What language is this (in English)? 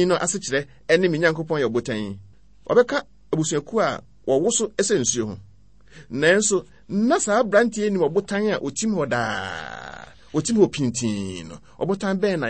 Akan